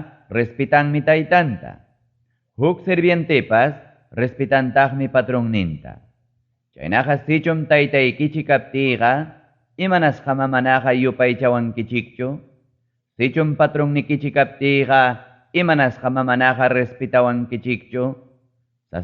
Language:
Ayacucho Quechua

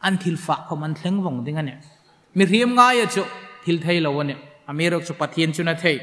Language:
Hmar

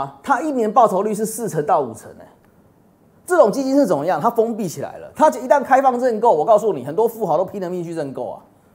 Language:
Chinese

